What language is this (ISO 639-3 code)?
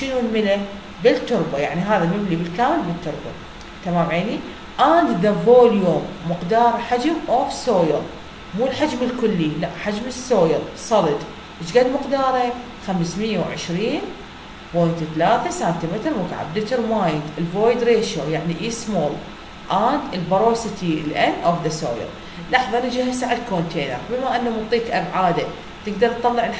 acm